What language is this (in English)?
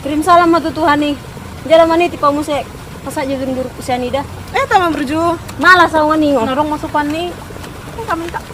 Batak Toba